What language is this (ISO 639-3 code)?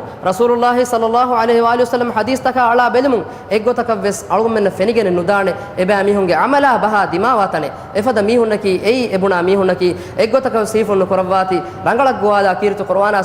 div